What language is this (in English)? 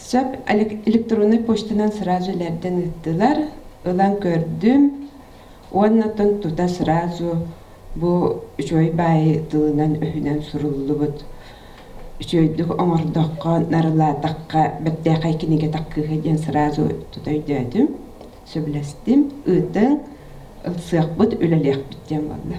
Yakut